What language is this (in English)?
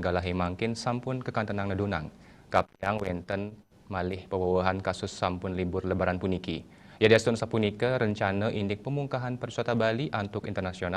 Balinese